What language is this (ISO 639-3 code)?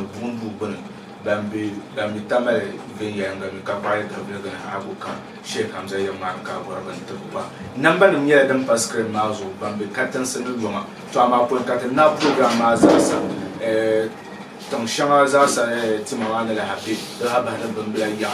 dag